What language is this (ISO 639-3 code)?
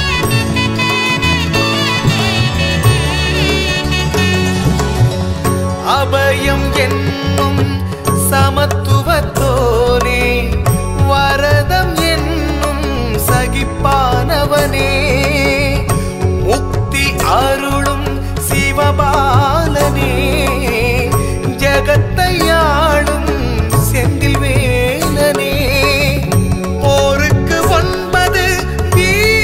tam